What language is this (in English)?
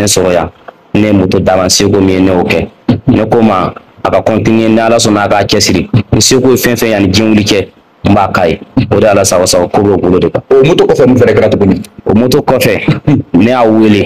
Bambara